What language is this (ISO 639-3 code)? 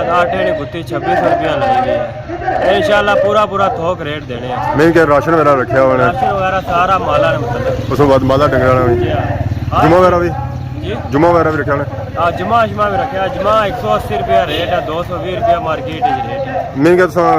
phr